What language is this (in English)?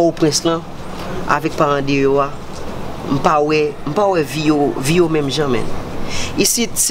Haitian Creole